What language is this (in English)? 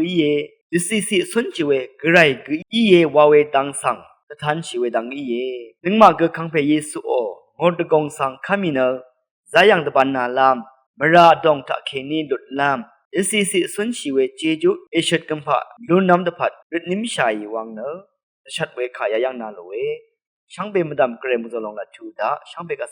Rawang